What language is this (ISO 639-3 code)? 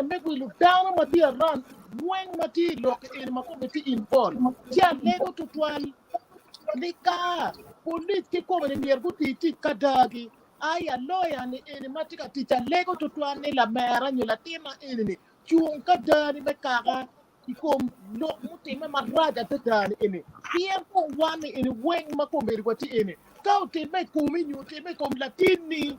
ach